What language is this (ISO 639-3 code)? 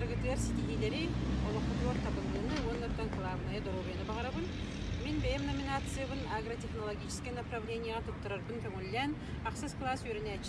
sah